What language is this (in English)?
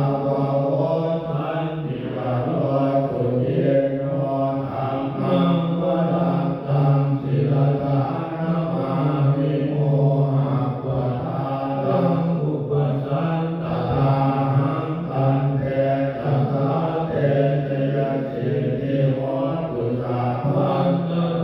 Pali